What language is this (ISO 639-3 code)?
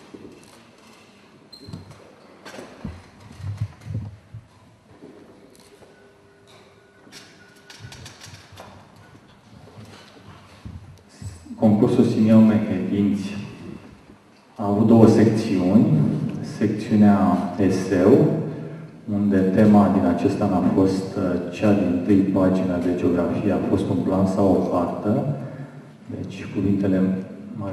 ron